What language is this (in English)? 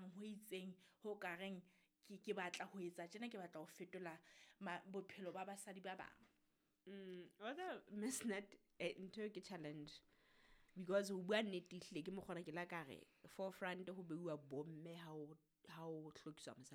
Southern Sotho